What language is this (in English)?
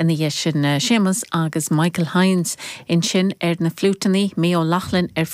Irish